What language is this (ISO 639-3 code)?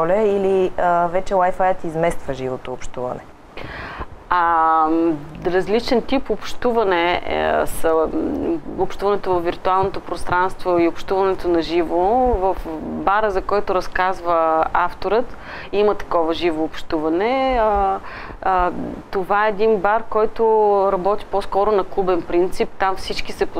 bul